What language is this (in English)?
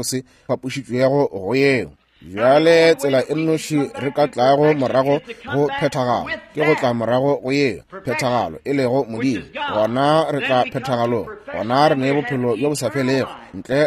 Northern Sotho